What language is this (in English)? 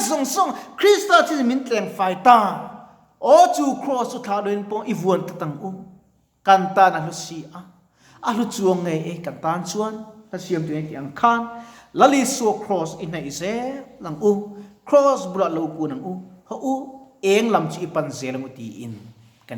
Mizo